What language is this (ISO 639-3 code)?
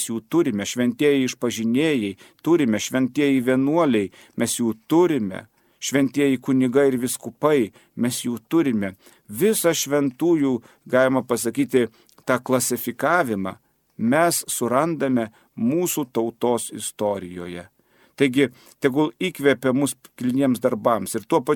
lit